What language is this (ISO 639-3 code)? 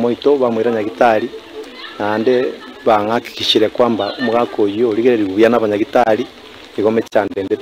guz